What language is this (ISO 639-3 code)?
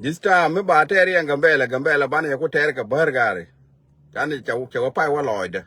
nus